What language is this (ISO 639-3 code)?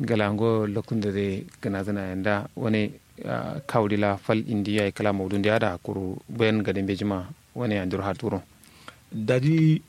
kau